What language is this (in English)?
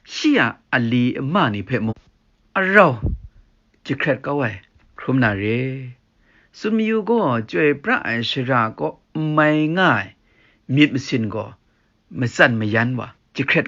Kachin